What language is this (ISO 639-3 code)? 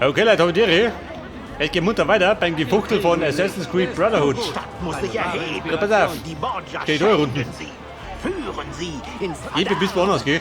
bar